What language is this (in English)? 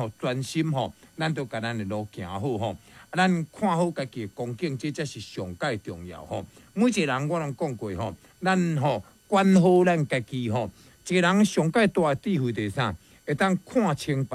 Min Nan Chinese